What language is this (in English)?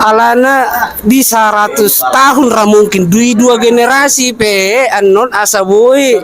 Batak Toba